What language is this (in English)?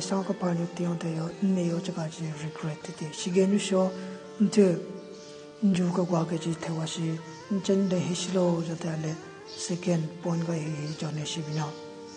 Southern Rengma Naga